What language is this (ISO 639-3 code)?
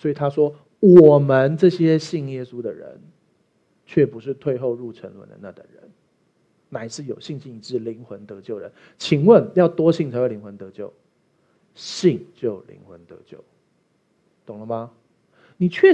zho